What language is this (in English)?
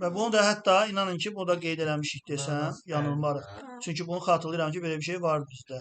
Azerbaijani